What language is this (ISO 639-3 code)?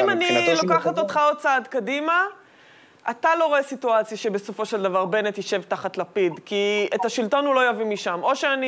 heb